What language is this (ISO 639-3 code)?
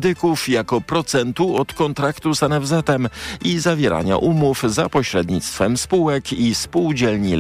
pol